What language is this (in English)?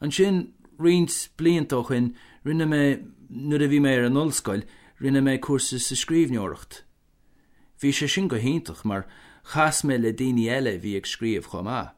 Irish